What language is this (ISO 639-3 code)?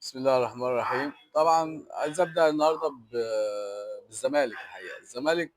arz